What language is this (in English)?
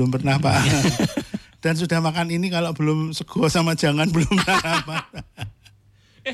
Indonesian